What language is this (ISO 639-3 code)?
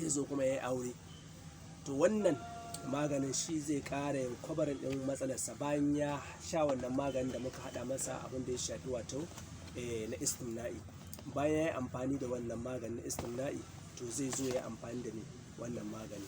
hau